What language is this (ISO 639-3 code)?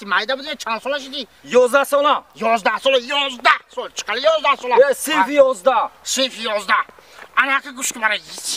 tgk